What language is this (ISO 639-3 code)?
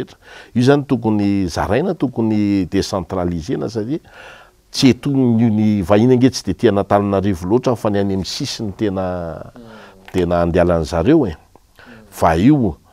mlg